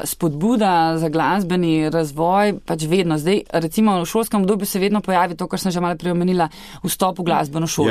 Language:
Slovenian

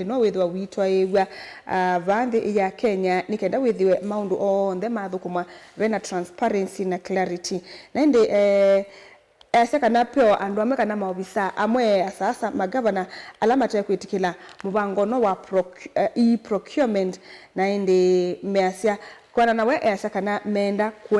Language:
Kamba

